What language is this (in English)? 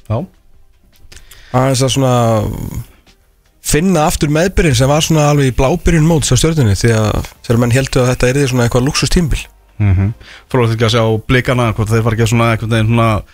Icelandic